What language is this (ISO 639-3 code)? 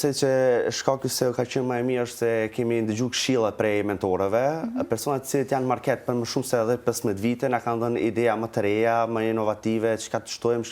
sqi